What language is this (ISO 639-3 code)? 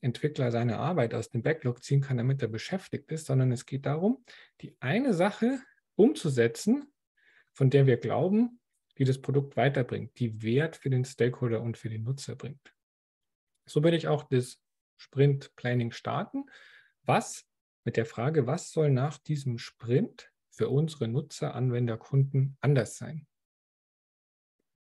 deu